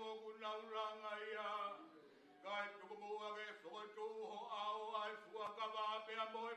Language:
Tongan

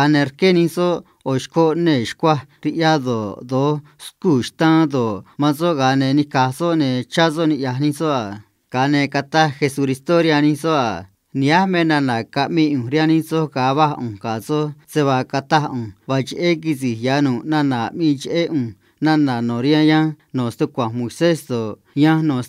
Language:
Copala Triqui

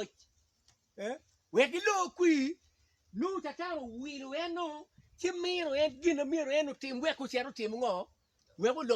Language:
Acoli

